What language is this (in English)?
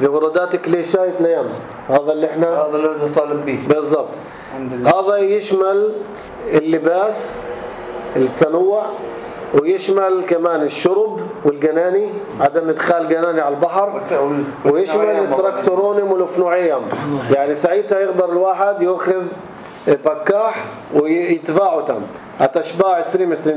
North Levantine Arabic